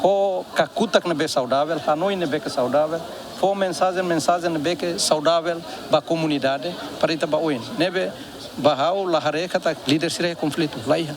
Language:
Tetum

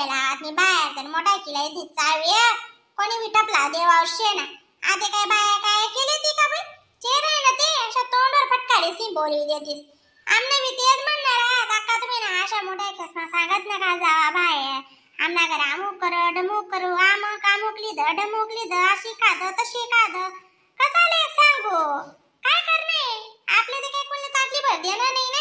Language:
Khandesi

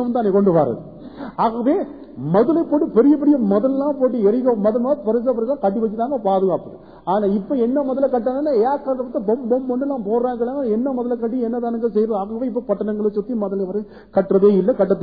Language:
Tamil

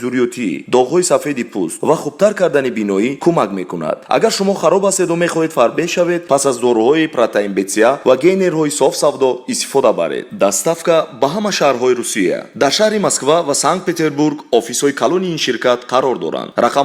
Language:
Tajik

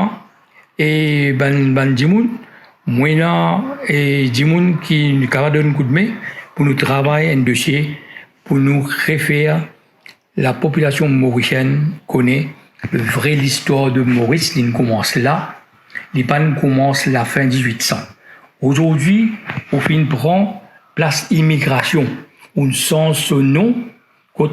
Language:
Morisyen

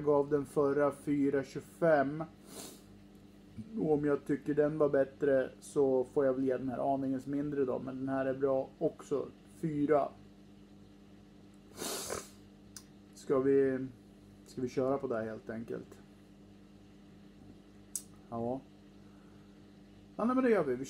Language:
Swedish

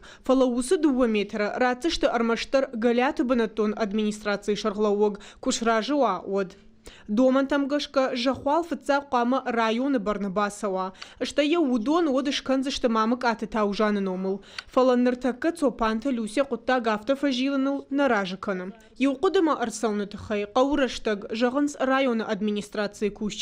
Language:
Ossetic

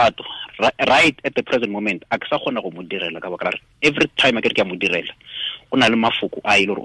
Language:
Tswana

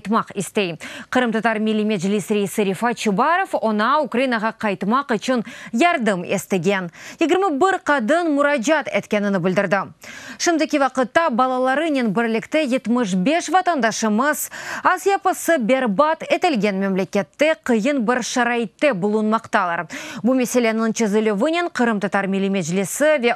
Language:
Crimean Tatar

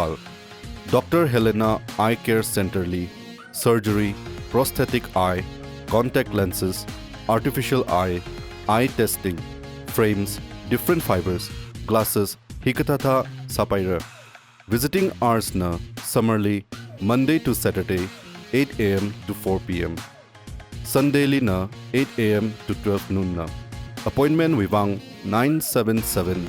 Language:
Tangkhul Naga (India)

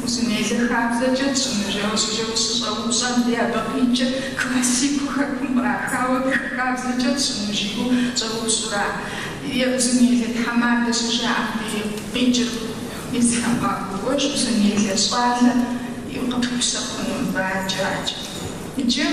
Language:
Kabardian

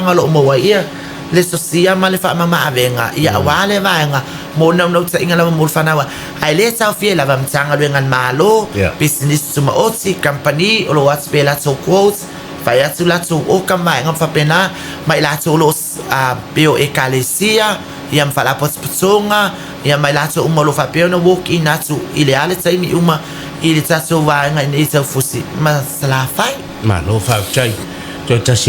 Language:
Samoan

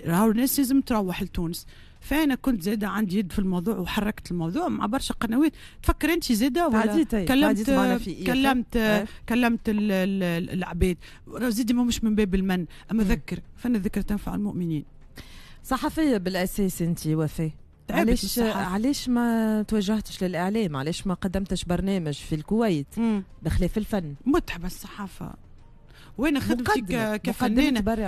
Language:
Tunisian Arabic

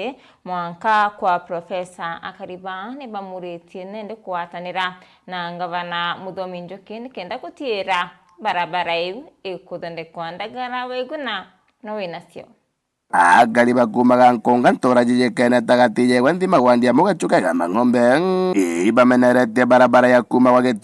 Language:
Meru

